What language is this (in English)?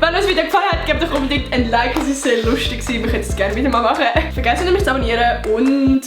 Swiss German